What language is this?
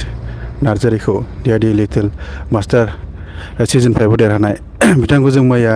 Bodo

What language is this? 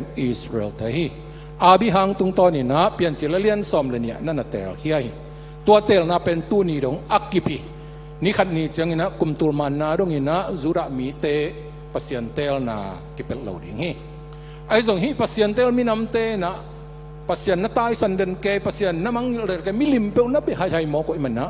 Tedim Chin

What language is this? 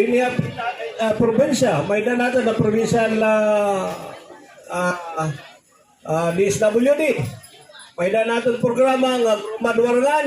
Waray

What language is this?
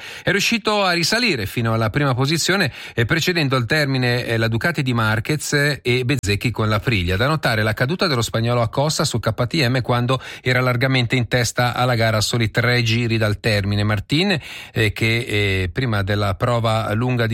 Italian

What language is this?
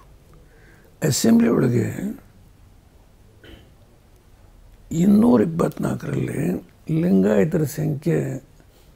Kannada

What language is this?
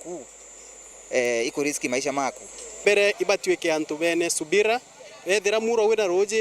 Meru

